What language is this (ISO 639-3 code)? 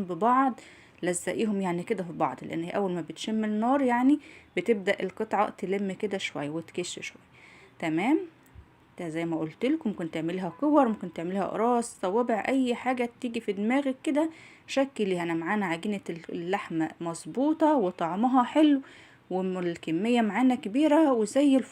arz